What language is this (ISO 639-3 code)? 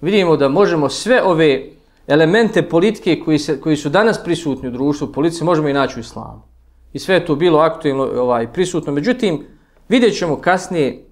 bos